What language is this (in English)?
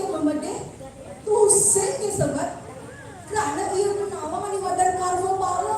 Balinese